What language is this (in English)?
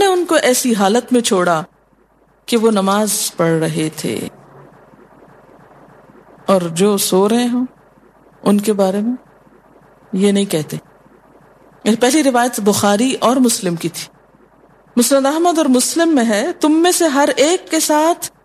Urdu